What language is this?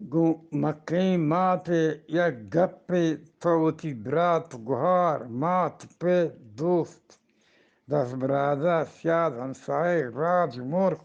Eastern Balochi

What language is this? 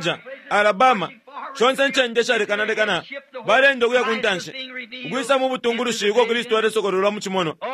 Bemba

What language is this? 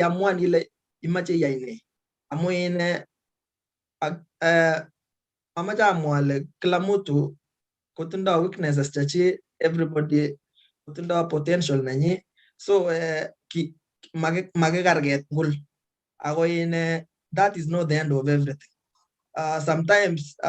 Kalenjin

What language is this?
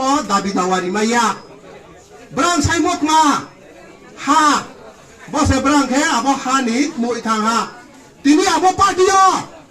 Kok Borok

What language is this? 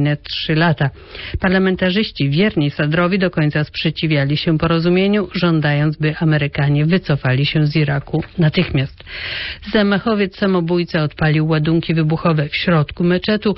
Polish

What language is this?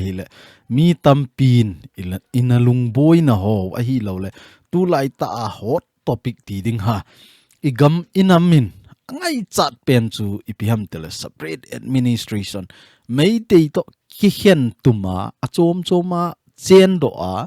Thado Chin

